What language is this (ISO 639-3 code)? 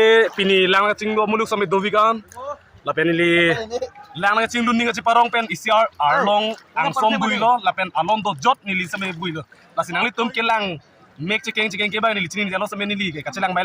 mjw